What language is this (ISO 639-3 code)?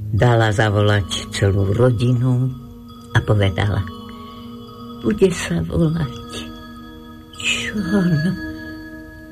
slk